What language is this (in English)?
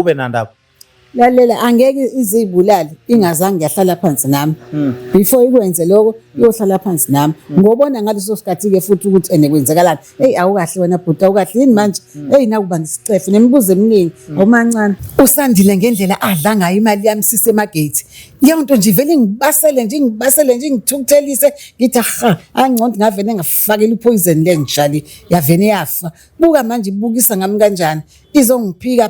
Zulu